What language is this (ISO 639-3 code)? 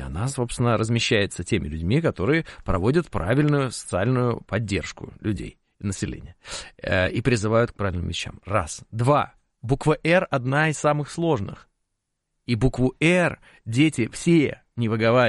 rus